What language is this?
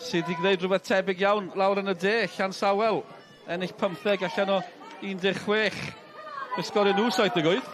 Welsh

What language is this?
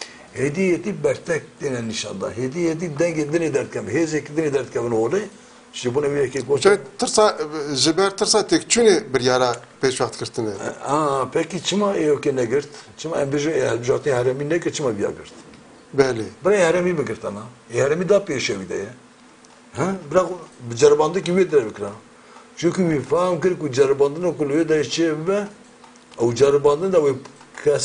Kurdish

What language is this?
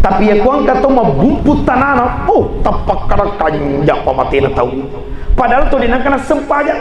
Buginese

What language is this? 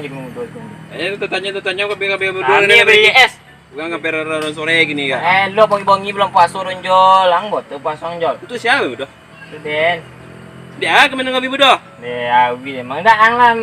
Minangkabau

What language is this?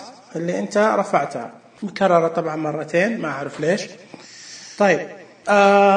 Najdi Arabic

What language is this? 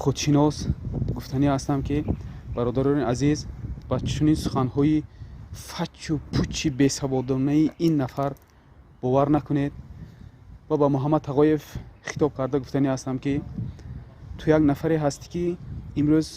Tajik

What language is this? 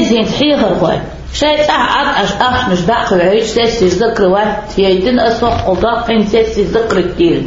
Chechen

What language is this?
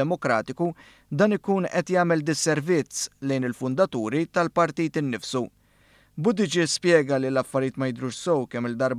Maltese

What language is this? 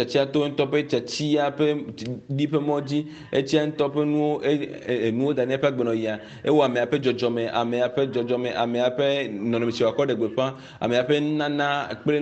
Ewe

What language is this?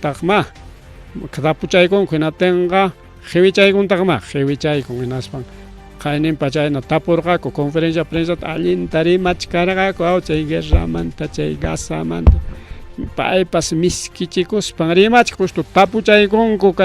Ayacucho Quechua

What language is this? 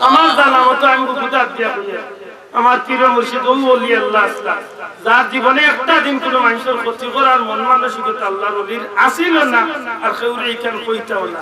Sylheti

